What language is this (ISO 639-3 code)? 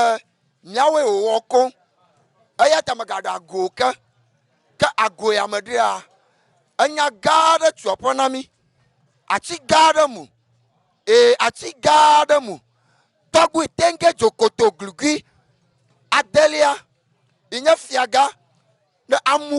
ewe